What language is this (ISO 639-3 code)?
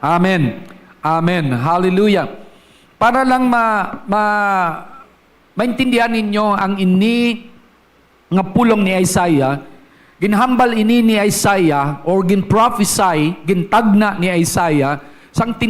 hil